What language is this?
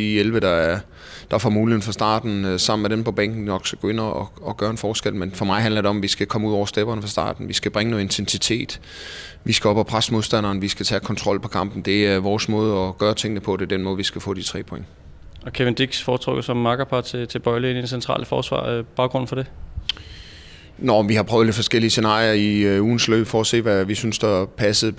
Danish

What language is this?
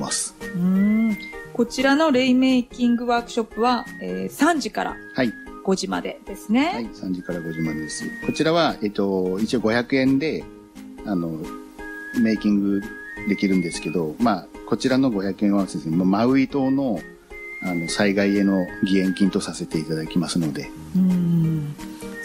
Japanese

